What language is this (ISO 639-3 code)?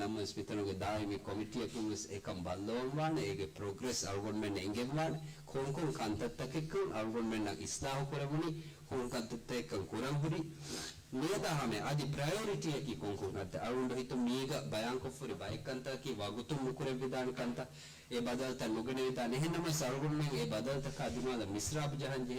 div